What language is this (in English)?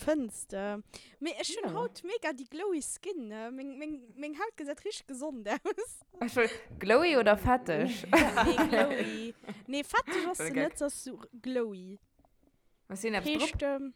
Luxembourgish